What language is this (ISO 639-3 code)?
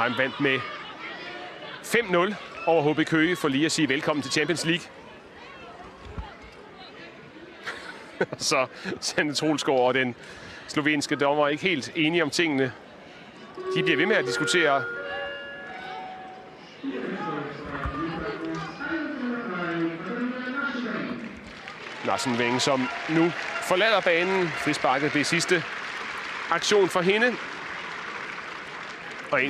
dan